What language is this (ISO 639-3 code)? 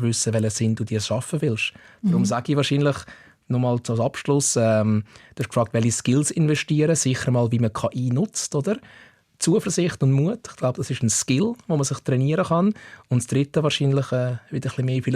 gsw